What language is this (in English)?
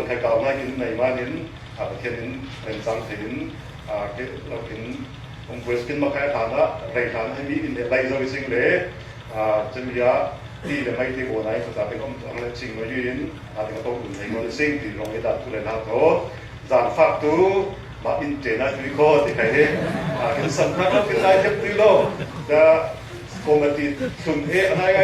Falam Chin